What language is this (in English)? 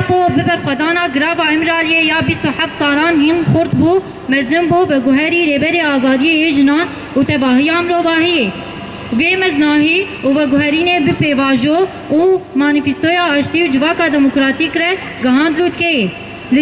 Kurdish